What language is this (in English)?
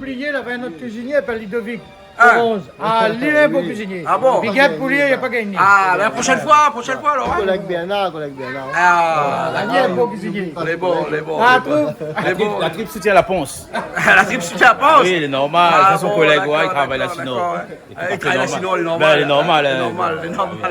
Réunion Creole French